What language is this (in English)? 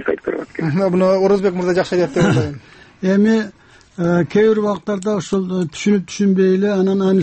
Kyrgyz